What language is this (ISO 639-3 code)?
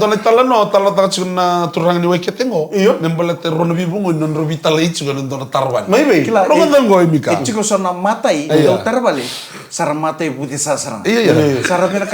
fij